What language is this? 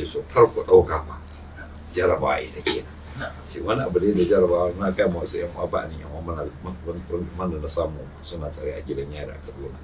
Hausa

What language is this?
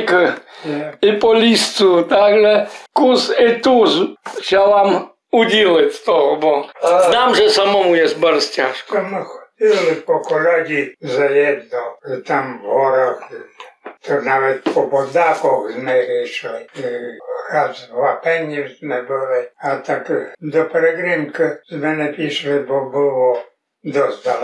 Rusyn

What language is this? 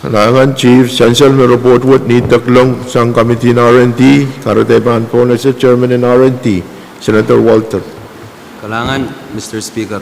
Pohnpeian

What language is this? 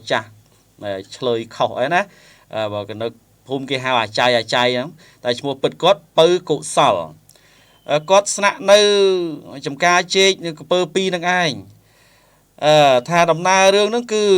Khmer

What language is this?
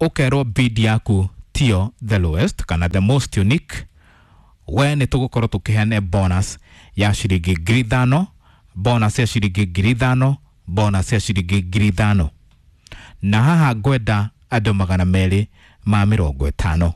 Kikuyu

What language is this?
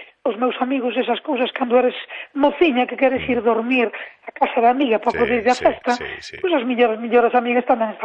Galician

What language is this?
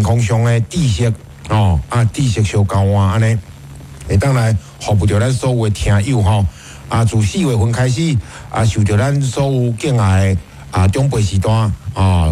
Min Nan Chinese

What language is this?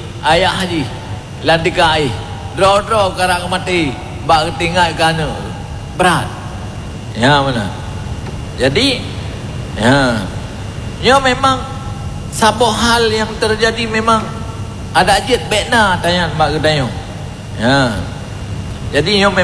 Achinese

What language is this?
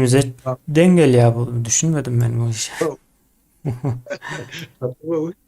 Turkmen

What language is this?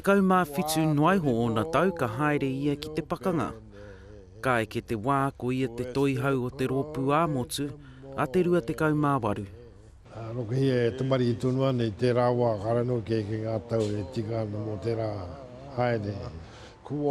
Māori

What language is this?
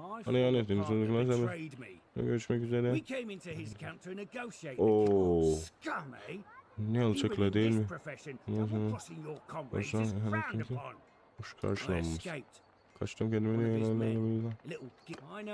South Azerbaijani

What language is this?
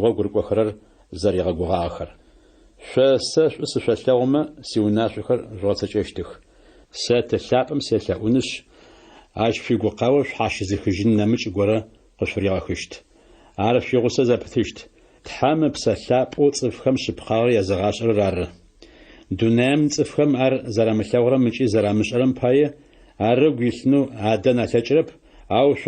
Adyghe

